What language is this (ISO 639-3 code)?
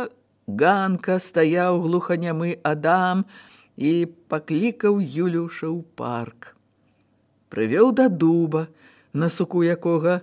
bel